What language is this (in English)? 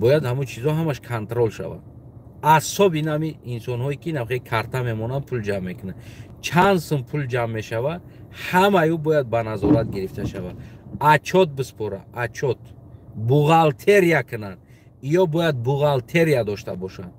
Tajik